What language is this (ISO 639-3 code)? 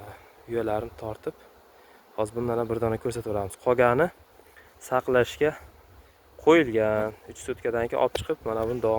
uzb